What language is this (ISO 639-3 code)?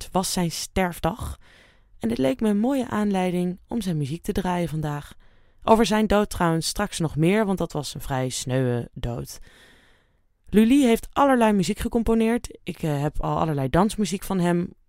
nld